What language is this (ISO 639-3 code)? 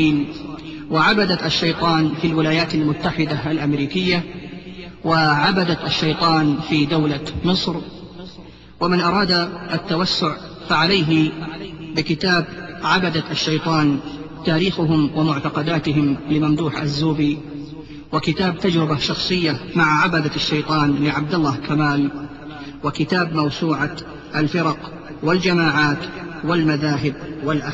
ara